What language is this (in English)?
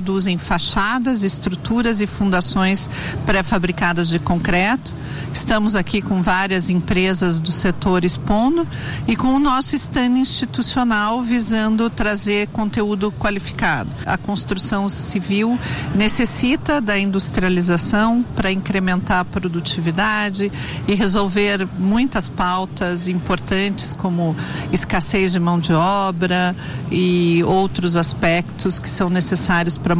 Portuguese